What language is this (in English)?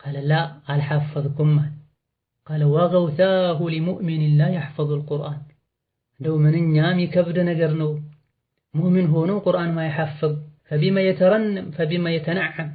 Amharic